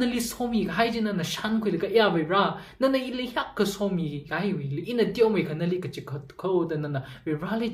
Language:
Tangkhul Naga (India)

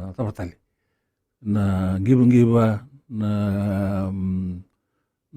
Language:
Fijian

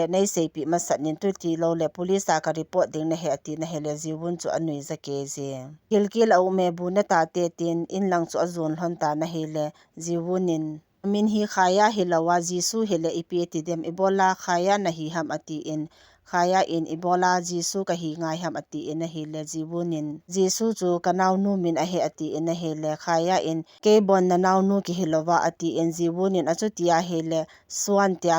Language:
Thado Chin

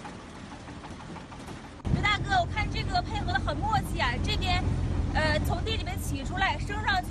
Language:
Chinese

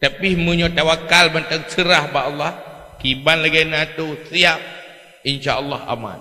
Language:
Achinese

